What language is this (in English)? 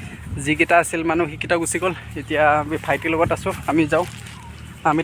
Assamese